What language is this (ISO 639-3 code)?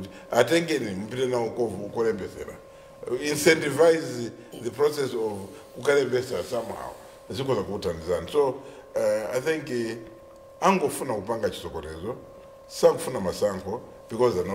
nya